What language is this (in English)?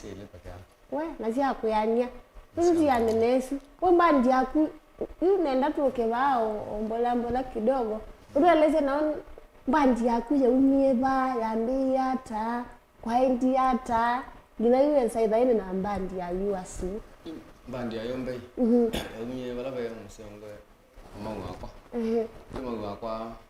Kamba